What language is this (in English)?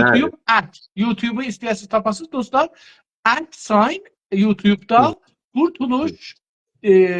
South Azerbaijani